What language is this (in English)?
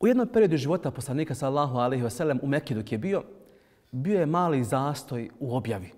Bosnian